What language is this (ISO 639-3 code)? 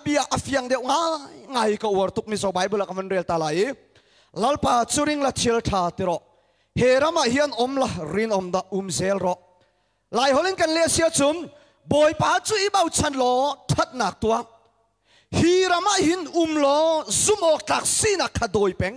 cnh